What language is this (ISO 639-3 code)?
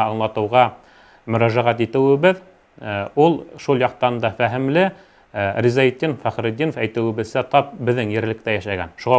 bak